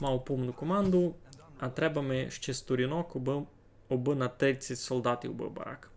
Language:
Rusyn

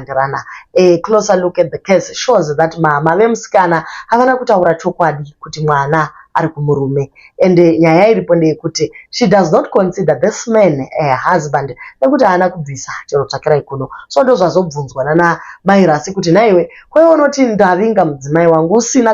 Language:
Shona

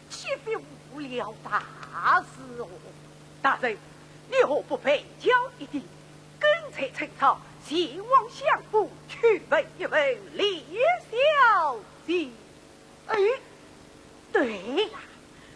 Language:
Wu Chinese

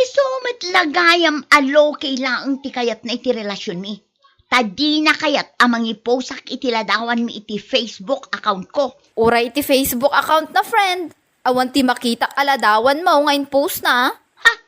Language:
Iloko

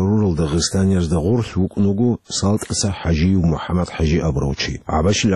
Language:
Avaric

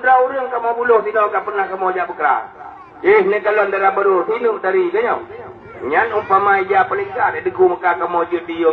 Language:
Achinese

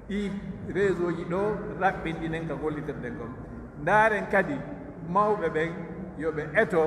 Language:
Pular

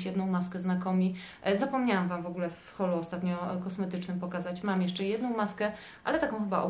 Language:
Polish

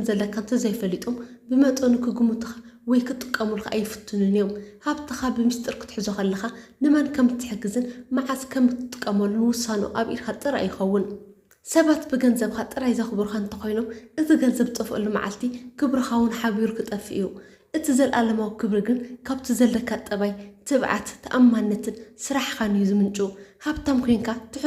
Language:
Tigrinya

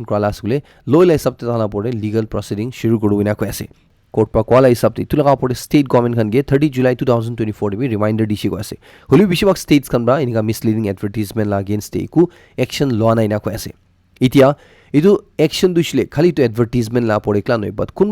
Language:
Naga Pidgin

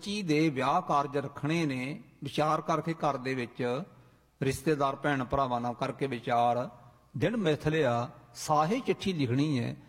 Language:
Punjabi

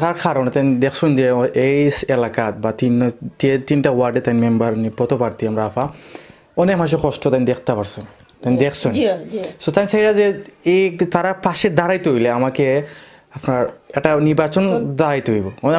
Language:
Sylheti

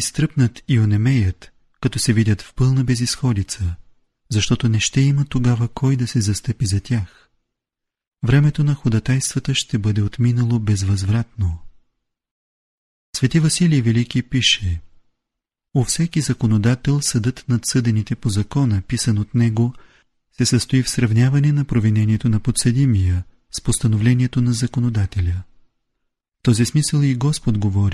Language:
Bulgarian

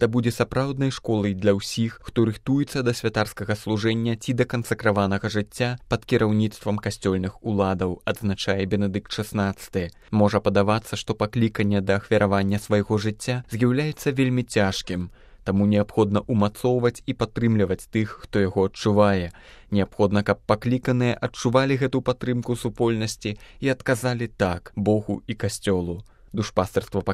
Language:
Belarusian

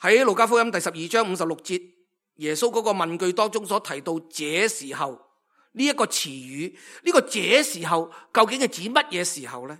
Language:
Cantonese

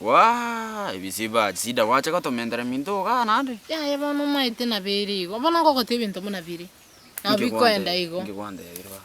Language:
Gusii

